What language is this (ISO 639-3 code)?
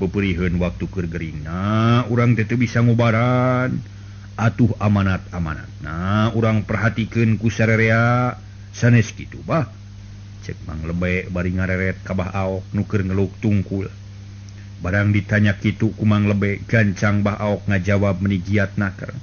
sun